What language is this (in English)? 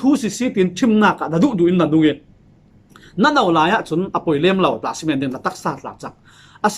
Falam Chin